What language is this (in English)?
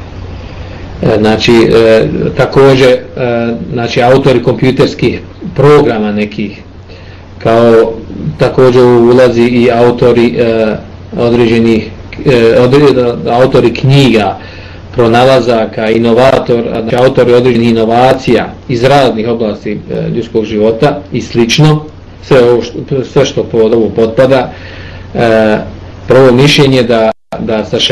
Bosnian